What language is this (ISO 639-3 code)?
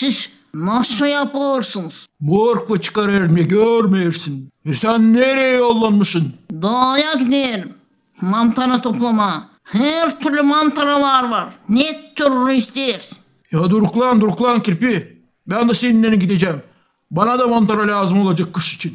gag